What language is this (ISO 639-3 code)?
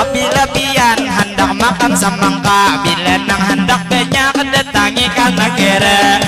bjn